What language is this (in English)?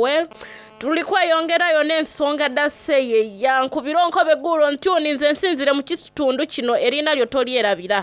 Soga